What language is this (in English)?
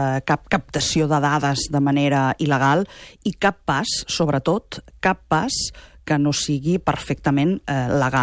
Catalan